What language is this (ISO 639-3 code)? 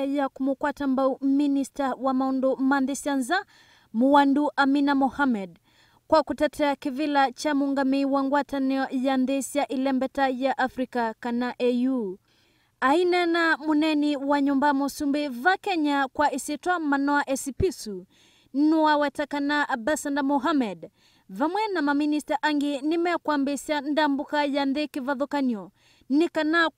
kam